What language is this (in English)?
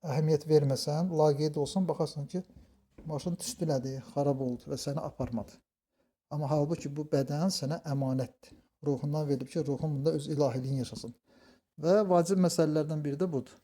Azerbaijani